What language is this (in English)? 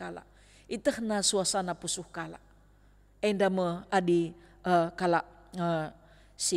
Batak Karo